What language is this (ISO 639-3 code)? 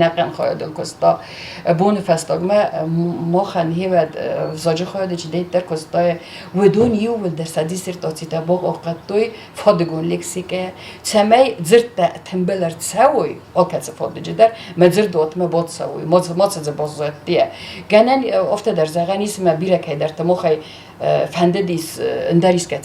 oss